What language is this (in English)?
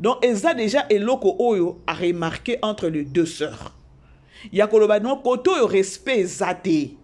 Lingala